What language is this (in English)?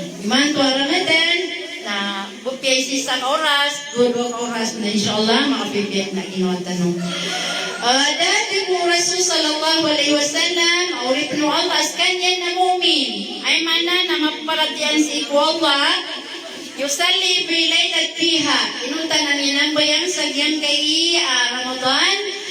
Maranao